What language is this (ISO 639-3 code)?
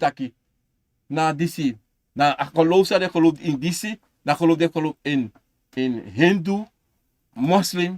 srn